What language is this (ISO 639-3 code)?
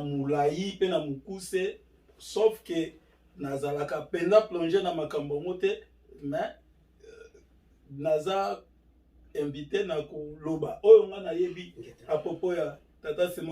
lin